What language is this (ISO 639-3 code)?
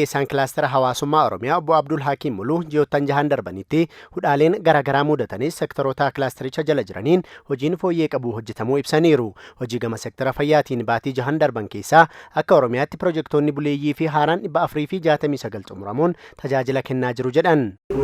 orm